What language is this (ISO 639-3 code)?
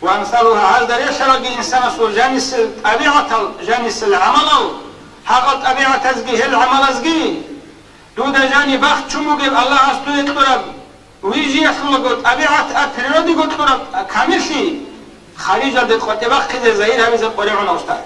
ava